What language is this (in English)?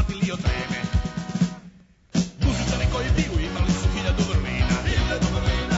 Serbian